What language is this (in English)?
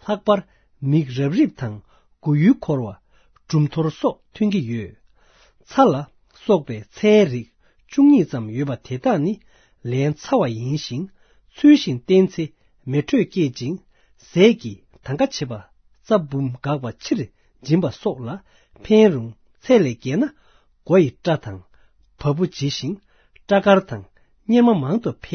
Tibetan